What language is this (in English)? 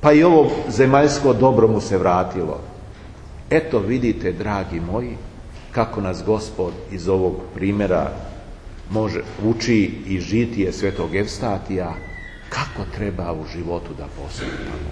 Serbian